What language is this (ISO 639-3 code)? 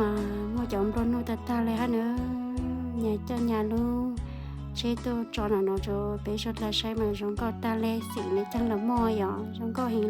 hmn